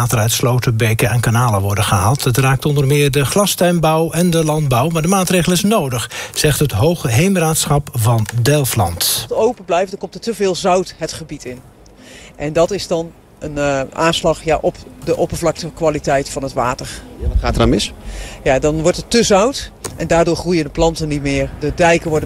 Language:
Dutch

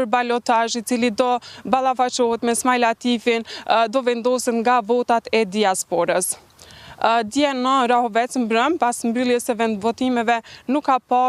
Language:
Albanian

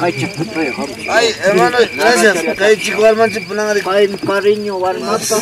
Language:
Ayacucho Quechua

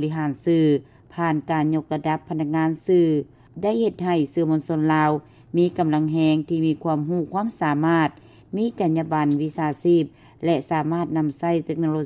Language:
Lao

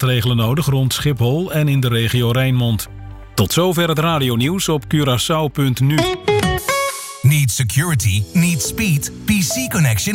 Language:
Dutch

